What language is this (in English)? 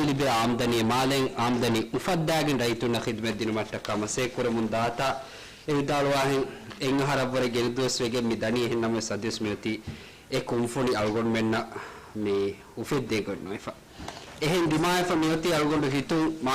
Divehi